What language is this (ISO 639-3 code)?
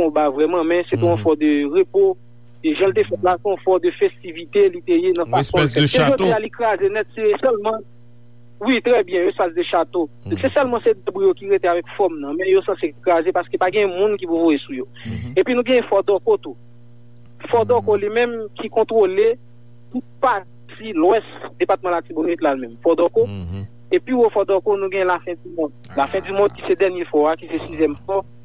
hat